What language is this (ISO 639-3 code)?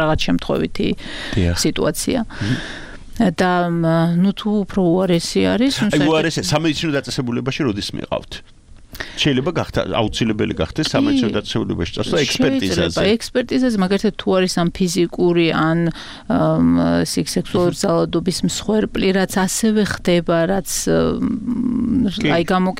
kat